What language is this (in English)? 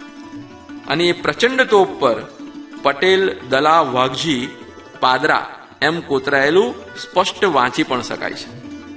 Gujarati